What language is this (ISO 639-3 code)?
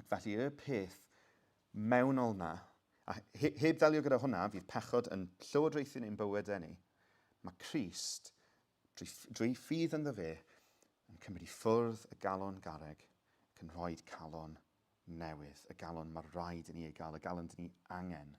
cym